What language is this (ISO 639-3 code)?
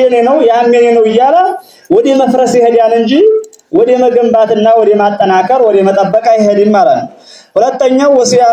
amh